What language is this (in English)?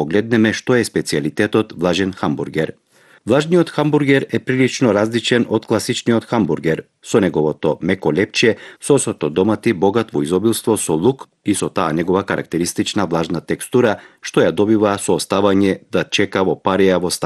Macedonian